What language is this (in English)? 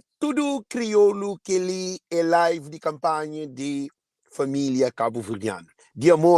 Kabuverdianu